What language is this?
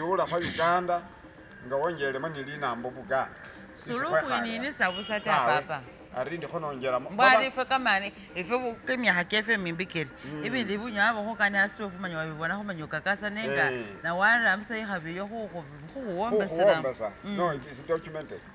Masaaba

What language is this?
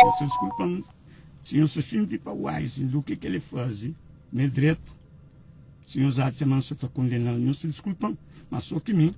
Kabuverdianu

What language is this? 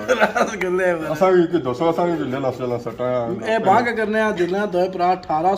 Pahari-Potwari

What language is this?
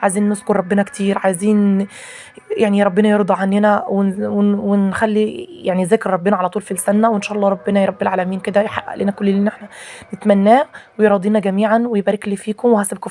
Egyptian Arabic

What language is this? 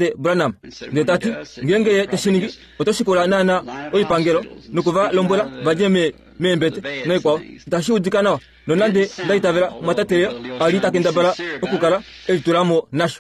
Kuanyama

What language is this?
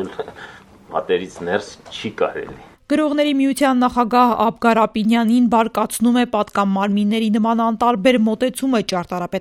Armenian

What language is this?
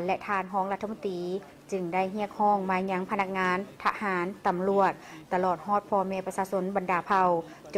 Lao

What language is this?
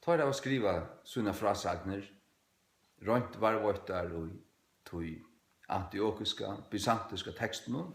Faroese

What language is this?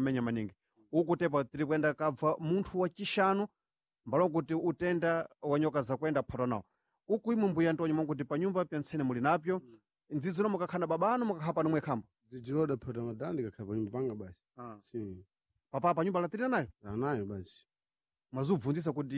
Sena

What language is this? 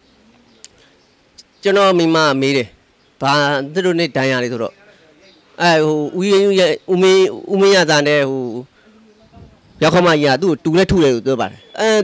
Burmese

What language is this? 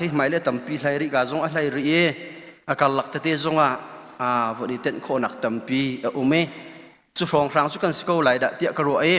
Hakha Chin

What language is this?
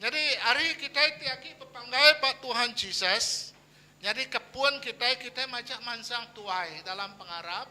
Iban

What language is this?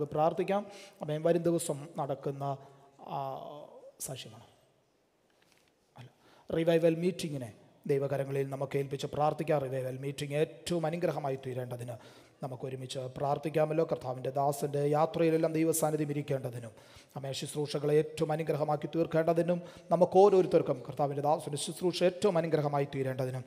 Malayalam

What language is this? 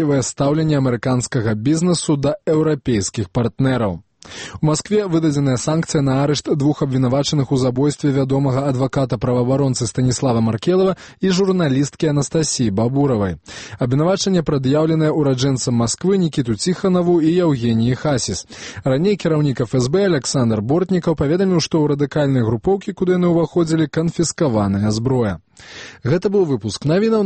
Belarusian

